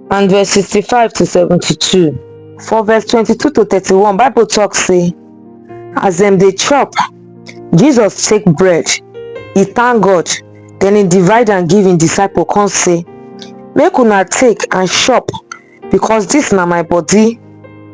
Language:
Nigerian Pidgin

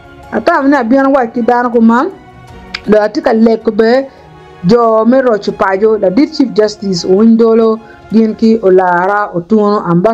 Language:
Acoli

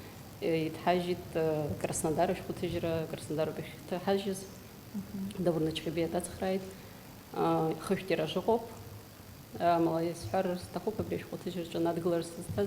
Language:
Abkhazian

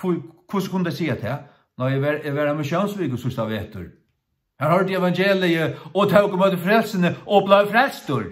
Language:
Faroese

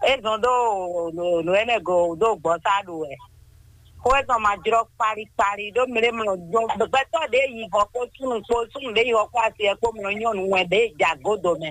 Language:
Fon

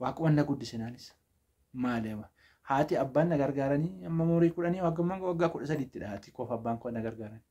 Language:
Oromo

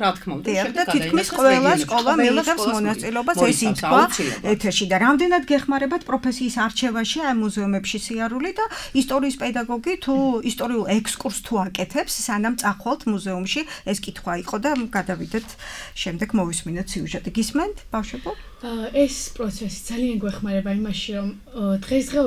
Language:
Georgian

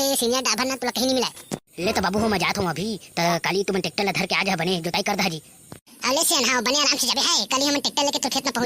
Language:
Chhattisgarhi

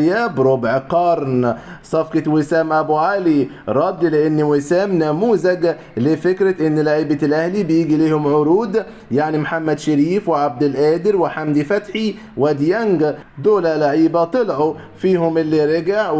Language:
Egyptian Arabic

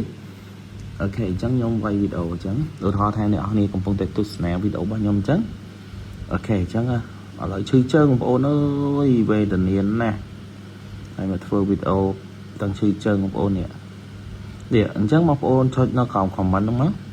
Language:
Khmer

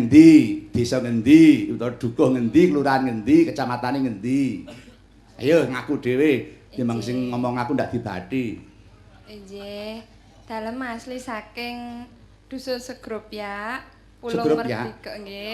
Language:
Javanese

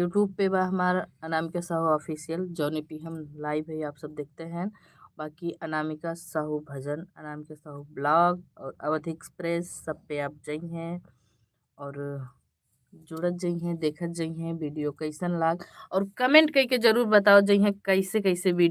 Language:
Awadhi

